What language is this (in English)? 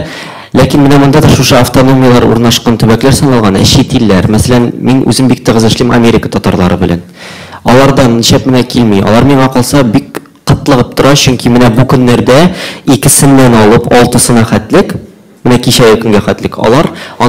Tatar